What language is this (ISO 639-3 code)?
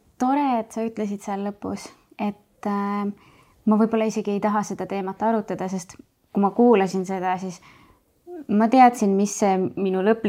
est